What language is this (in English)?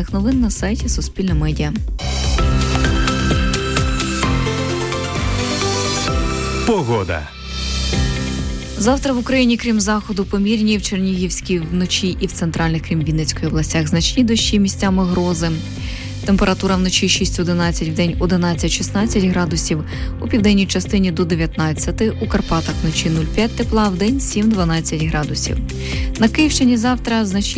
Ukrainian